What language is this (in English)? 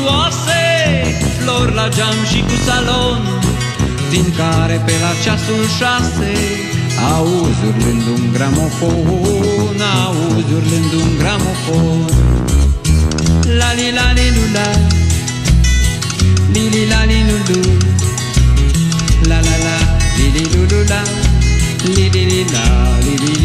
Romanian